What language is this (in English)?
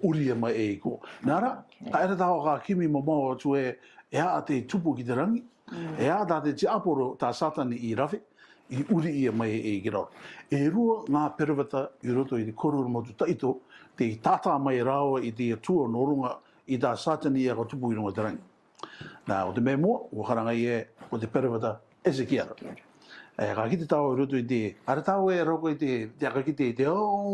Rarotongan